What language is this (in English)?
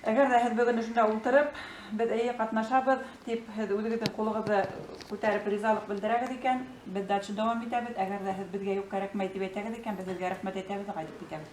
Bashkir